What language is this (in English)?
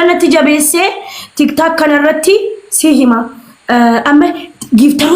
Oromo